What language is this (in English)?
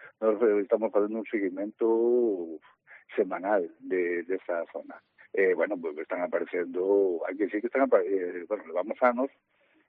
Galician